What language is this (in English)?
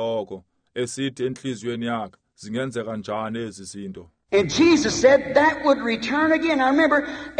Xhosa